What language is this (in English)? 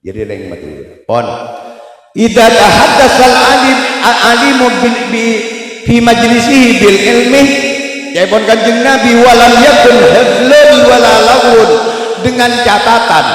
Madurese